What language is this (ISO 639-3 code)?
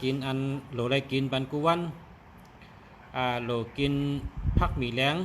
shn